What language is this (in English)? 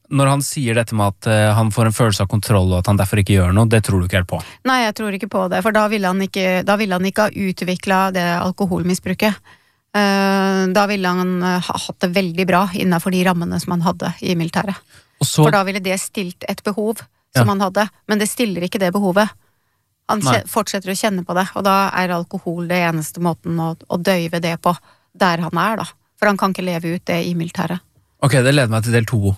Norwegian